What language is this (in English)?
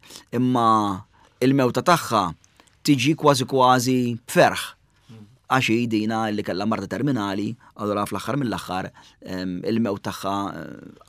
Maltese